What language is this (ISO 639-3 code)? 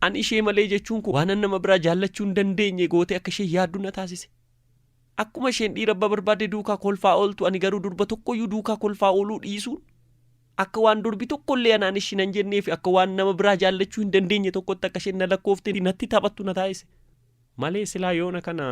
orm